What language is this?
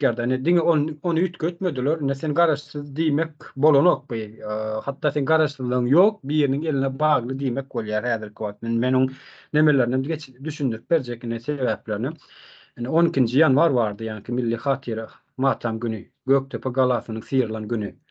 Turkmen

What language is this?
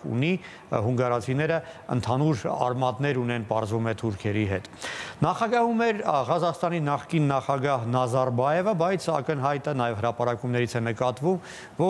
Armenian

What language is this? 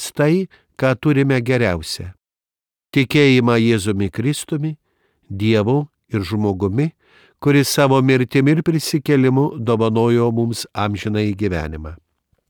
Lithuanian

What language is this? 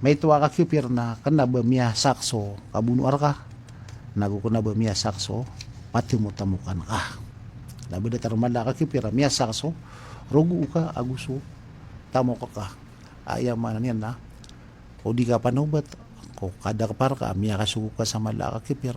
Maranao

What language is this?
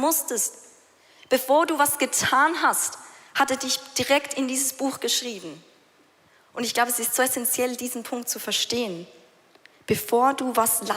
Swiss German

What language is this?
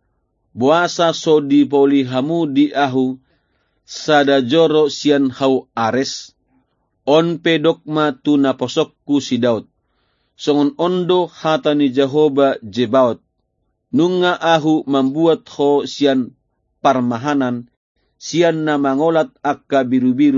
Batak Toba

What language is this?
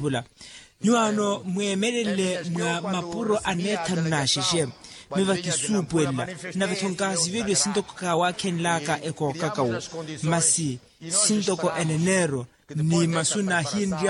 Makhuwa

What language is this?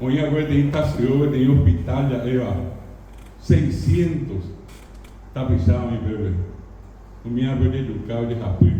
Guarani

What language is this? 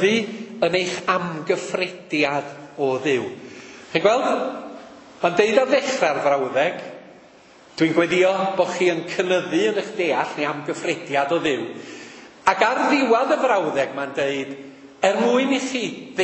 Welsh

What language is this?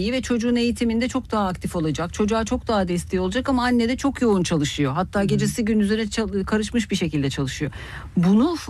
Turkish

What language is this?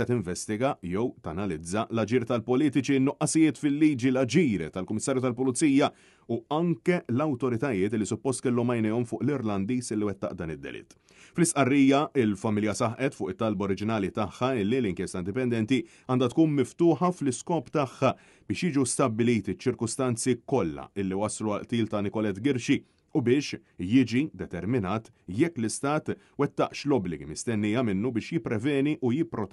Maltese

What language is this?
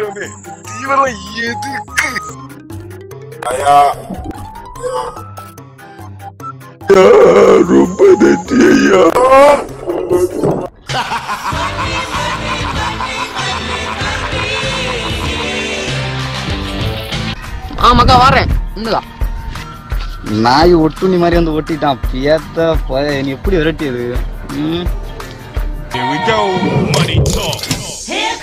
Tamil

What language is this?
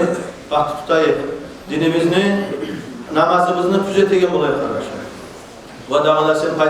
Kumyk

